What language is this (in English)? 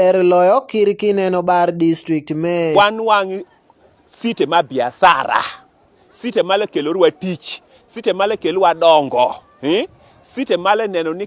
Luo (Kenya and Tanzania)